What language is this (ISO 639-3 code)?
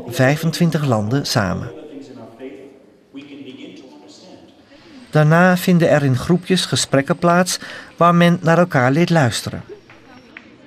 nld